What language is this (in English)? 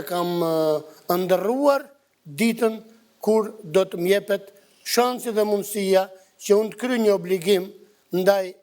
Albanian